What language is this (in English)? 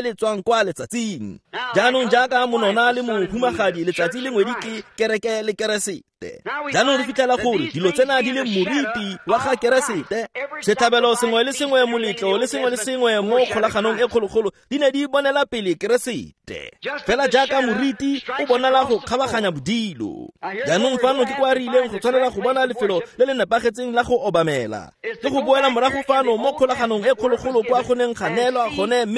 Tswana